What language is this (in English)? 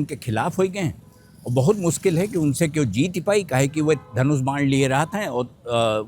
Awadhi